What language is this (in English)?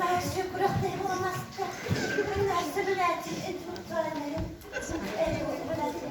Yakut